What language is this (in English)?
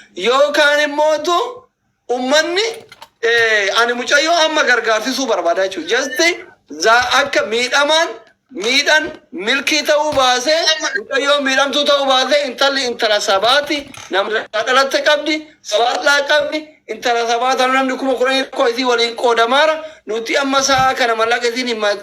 Oromo